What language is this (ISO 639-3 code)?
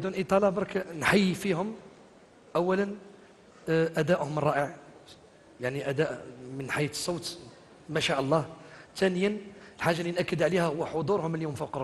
arq